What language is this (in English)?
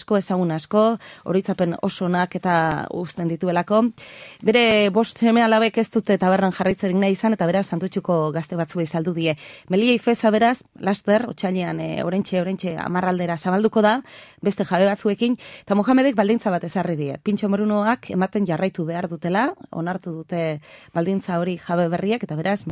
Basque